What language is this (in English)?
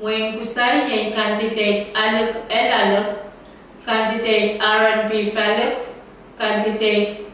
Pohnpeian